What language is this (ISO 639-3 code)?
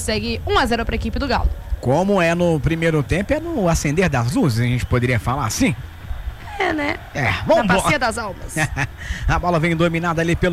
por